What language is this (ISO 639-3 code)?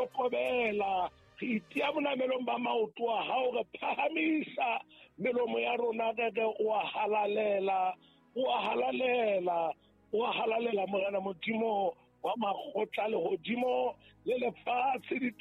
sot